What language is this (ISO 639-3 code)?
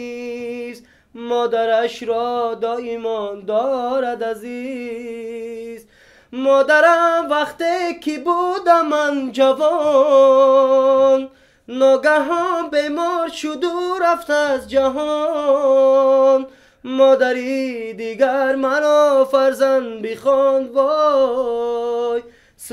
tgk